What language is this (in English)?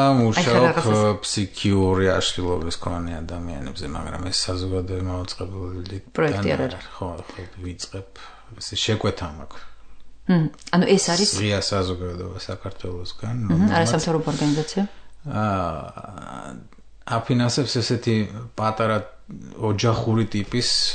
Georgian